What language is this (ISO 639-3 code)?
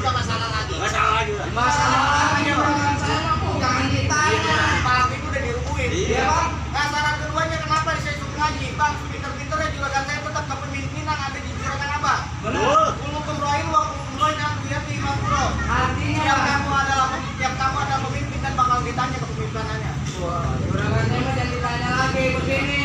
bew